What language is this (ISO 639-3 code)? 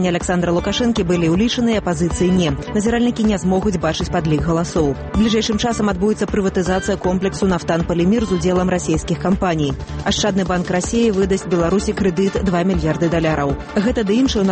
bel